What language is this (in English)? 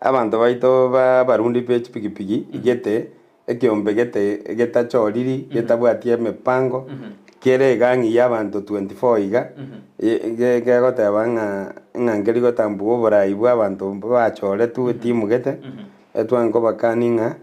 Gusii